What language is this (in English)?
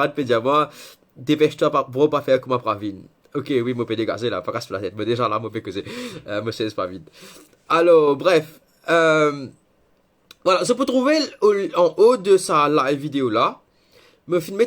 Morisyen